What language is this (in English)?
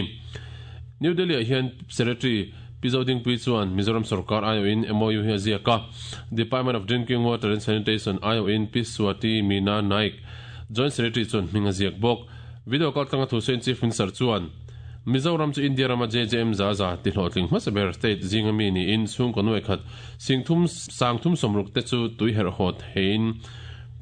Mizo